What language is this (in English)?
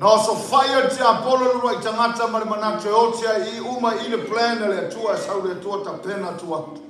Samoan